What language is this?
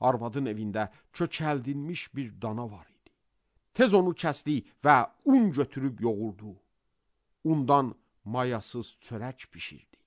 Azerbaijani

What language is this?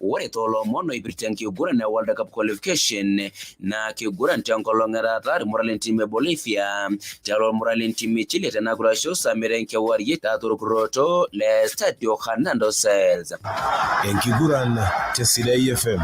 Masai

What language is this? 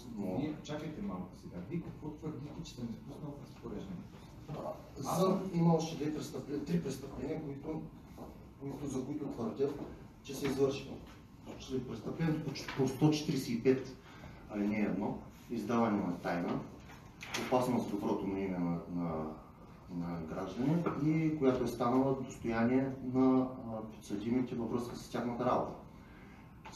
Bulgarian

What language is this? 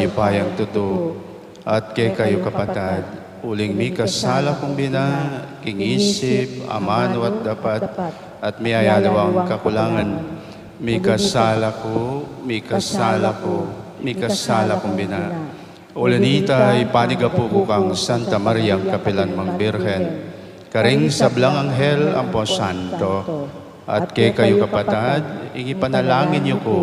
Pampanga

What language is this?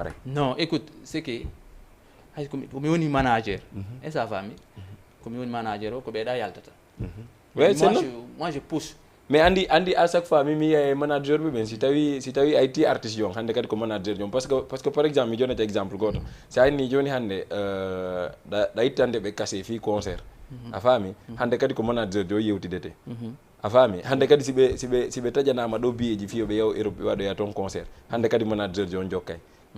Fula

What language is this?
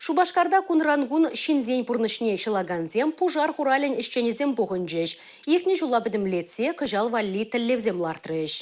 Chuvash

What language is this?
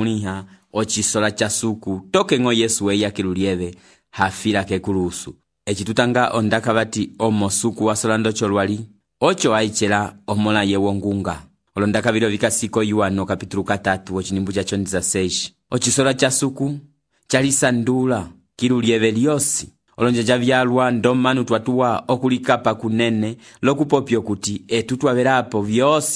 Umbundu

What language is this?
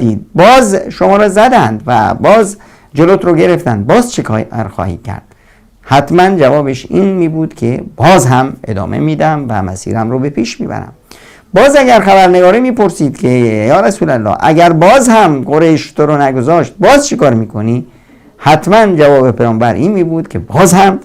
Persian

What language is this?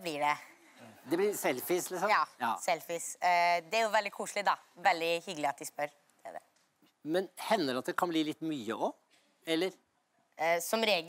Norwegian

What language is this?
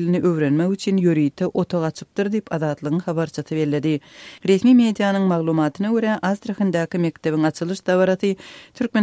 Turkmen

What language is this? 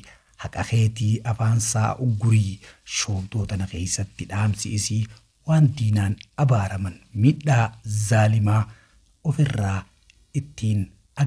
Oromo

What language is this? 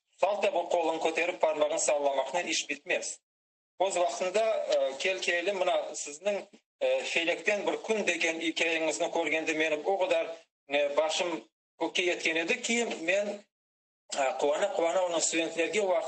Crimean Tatar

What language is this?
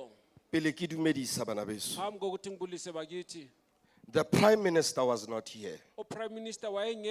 Southern Sotho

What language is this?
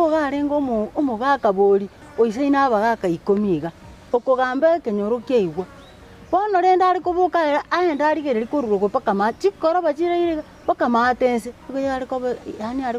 Gusii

